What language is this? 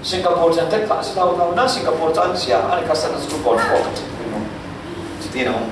Falam Chin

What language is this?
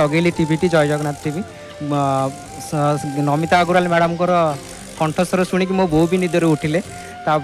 Odia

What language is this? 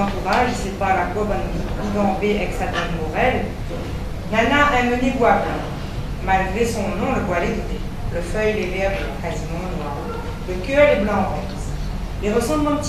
Réunion Creole French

